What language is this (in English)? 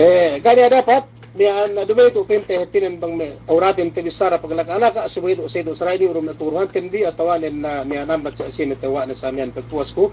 Yakan